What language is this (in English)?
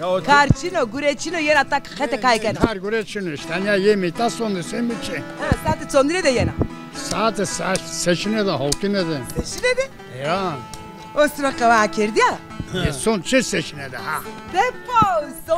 Zaza